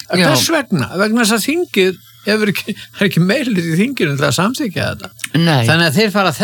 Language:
Icelandic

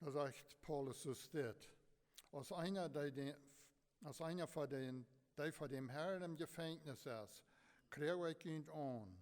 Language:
Plautdietsch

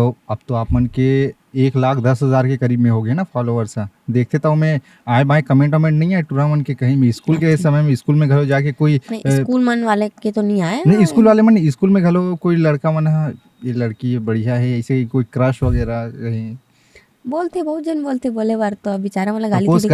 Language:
Chhattisgarhi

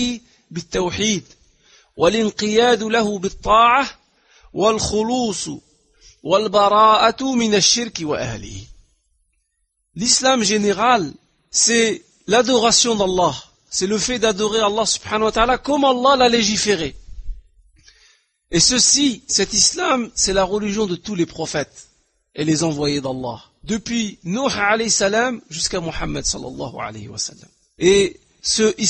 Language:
French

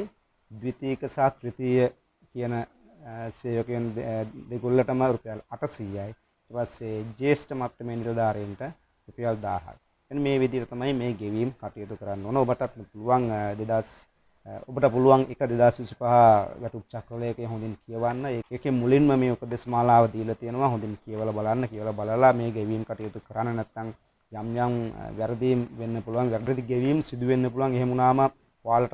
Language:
Sinhala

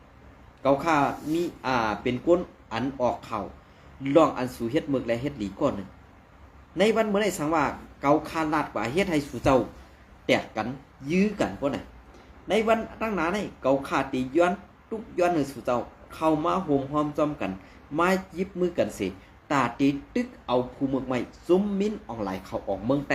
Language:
Shan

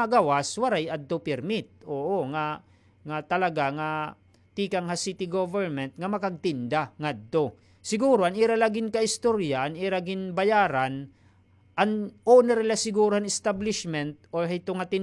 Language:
Waray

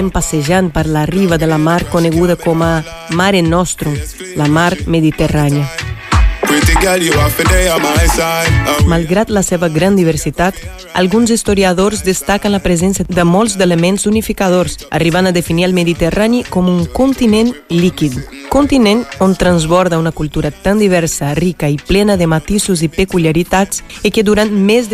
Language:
Catalan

